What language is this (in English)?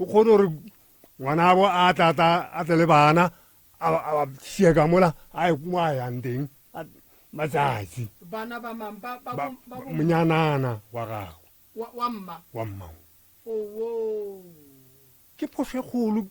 Northern Sotho